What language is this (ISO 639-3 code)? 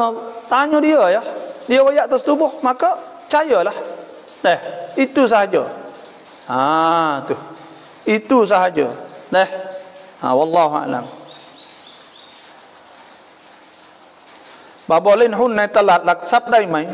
msa